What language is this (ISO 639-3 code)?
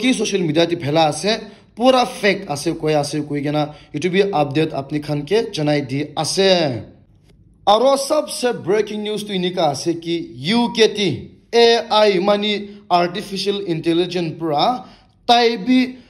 nag